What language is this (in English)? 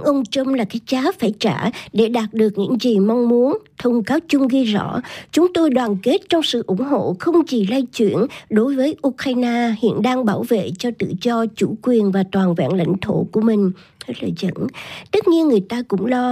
Vietnamese